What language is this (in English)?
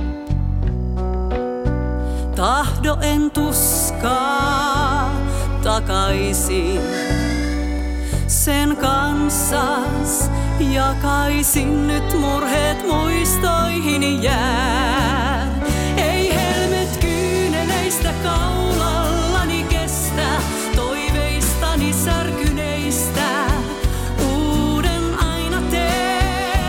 Finnish